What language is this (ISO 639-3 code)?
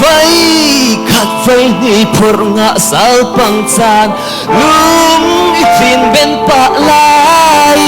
cfm